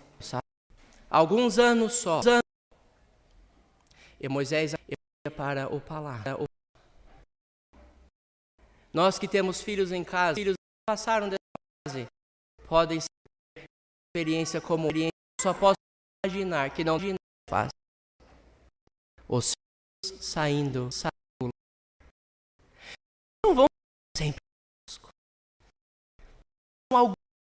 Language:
Portuguese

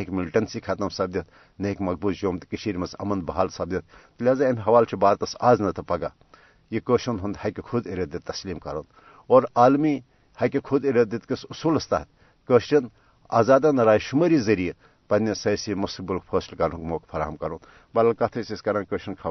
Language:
Kashmiri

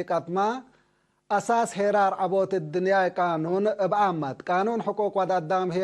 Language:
Tigre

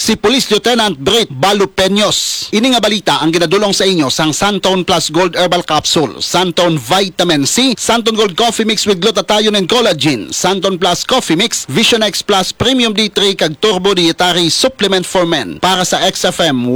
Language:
Hiligaynon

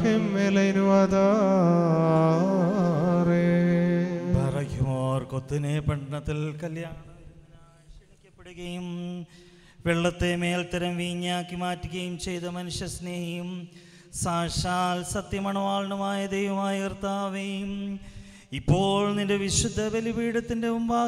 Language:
Malayalam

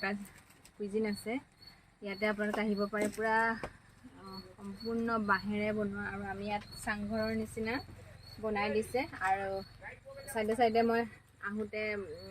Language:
Assamese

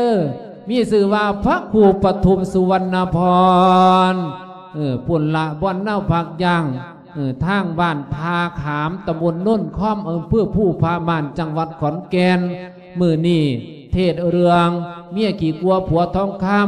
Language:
Lao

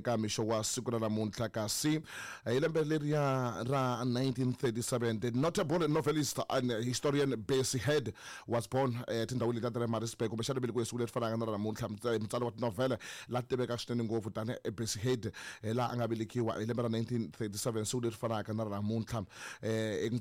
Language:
Tsonga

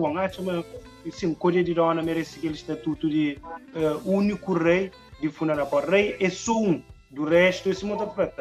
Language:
Kabuverdianu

